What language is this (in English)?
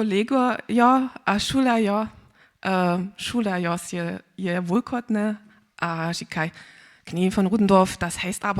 Upper Sorbian